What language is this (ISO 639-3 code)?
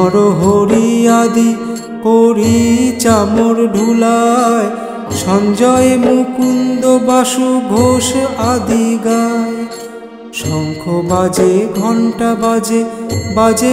ben